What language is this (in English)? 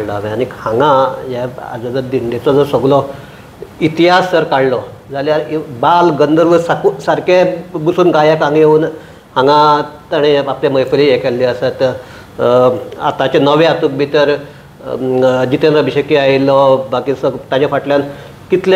Konkani